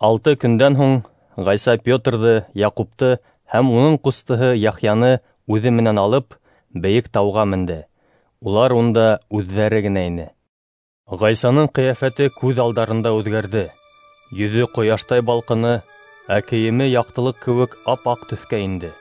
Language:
Bashkir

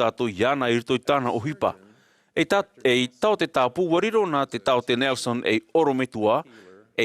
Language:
Tahitian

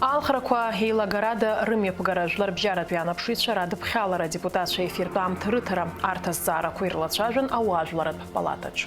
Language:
Abkhazian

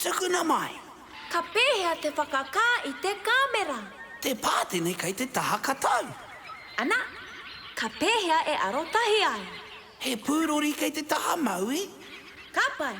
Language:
Māori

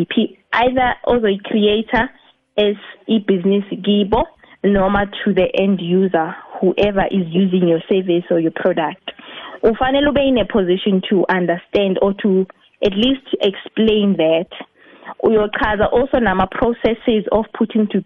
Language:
South Ndebele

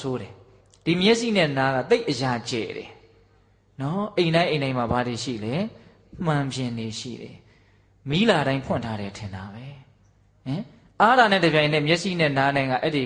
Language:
Burmese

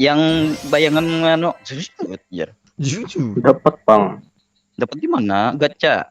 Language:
Banjar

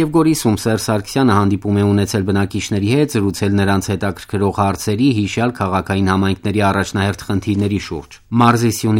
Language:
Armenian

